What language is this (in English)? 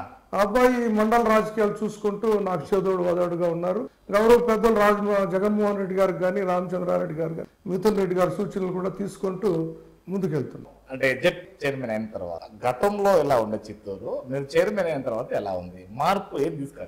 Telugu